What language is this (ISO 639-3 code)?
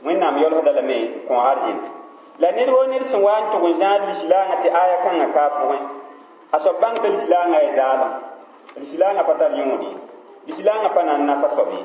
mos